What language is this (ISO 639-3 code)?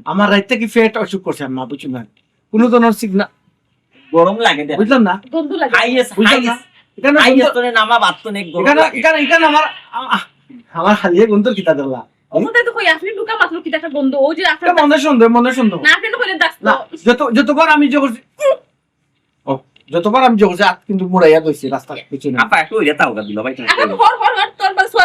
syl